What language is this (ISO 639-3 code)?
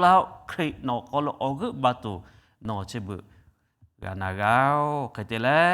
lhu